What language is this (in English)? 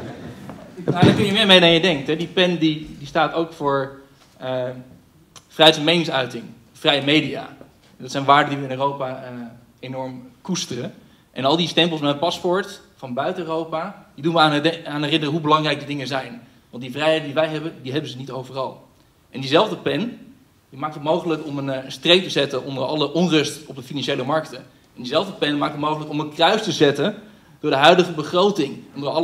Dutch